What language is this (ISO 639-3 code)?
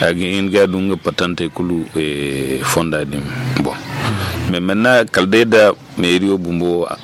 dje